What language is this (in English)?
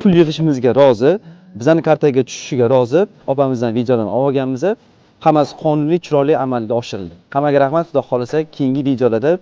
Uzbek